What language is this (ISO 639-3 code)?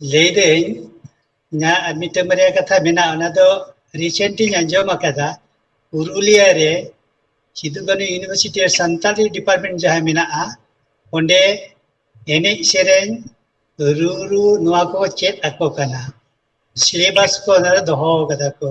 sat